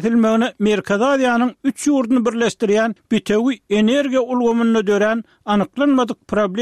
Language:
Turkmen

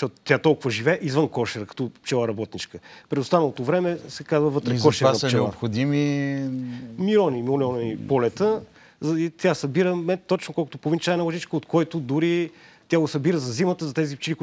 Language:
Bulgarian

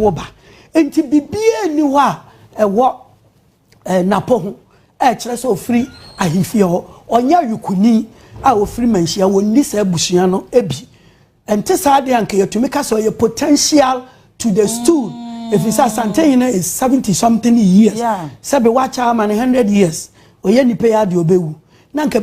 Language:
Akan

